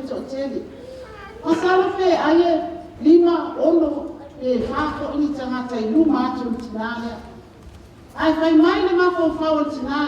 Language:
Samoan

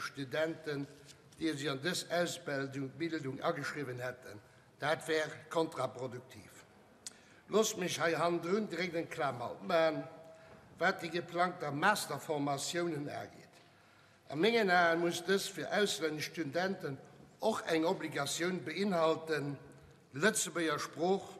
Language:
Luxembourgish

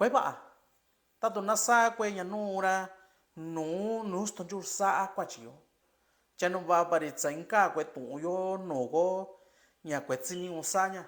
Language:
Mixtepec Mixtec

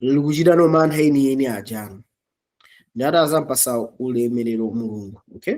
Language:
Nyanja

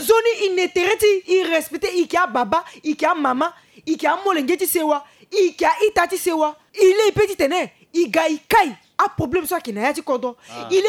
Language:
Sango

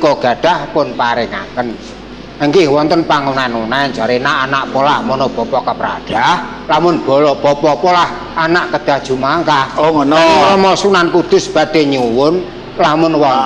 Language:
Javanese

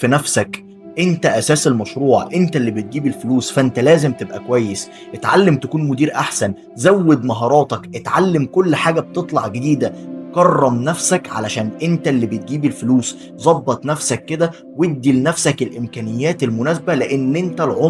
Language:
Egyptian Arabic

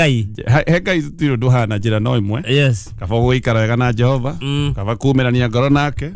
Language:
Kikuyu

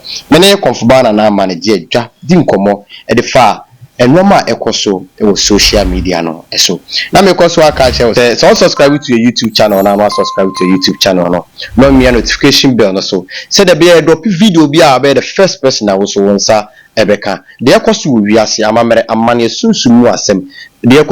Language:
Akan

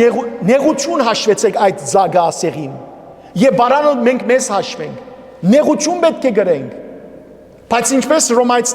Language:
Western Armenian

